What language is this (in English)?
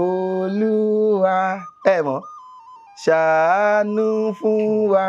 Yoruba